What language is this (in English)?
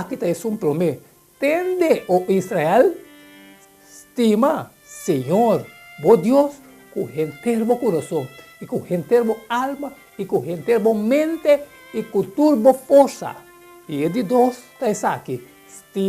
Papiamento